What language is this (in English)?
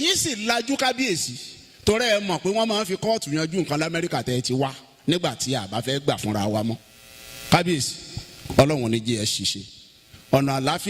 Yoruba